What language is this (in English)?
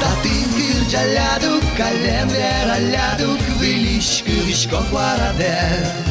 Udmurt